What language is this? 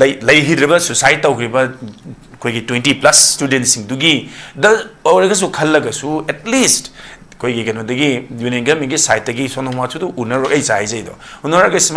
Manipuri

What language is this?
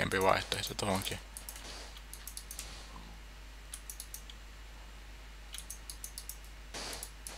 Finnish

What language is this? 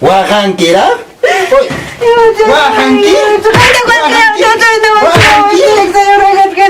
Ayacucho Quechua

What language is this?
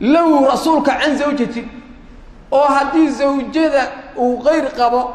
Somali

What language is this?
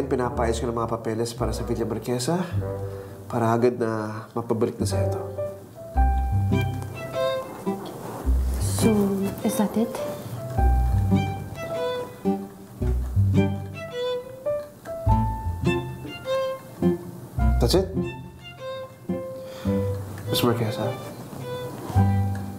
Filipino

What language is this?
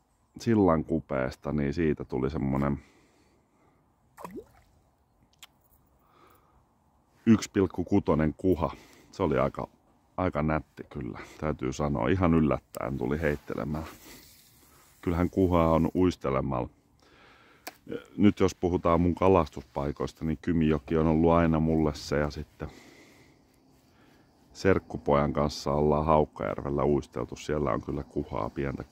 Finnish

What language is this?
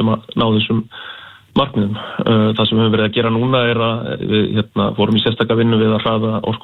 Icelandic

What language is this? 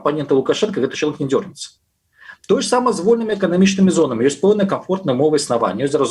Belarusian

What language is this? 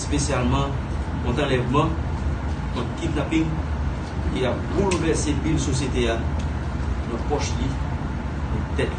Haitian Creole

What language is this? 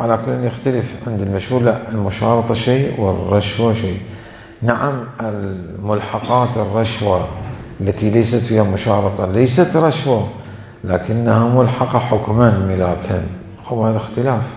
Mesopotamian Arabic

